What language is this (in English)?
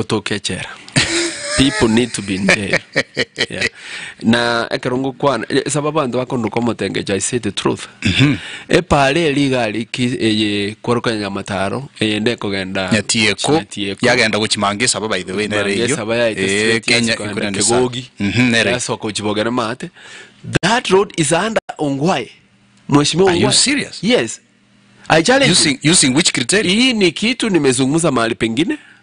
Gusii